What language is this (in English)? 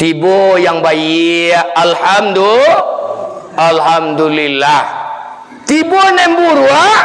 Minangkabau